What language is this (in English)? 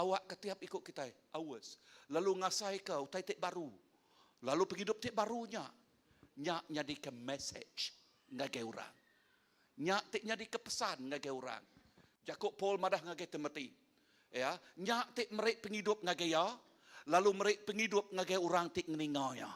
Iban